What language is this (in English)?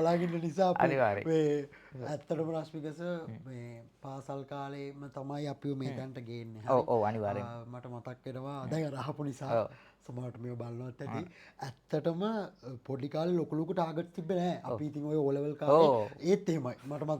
Sinhala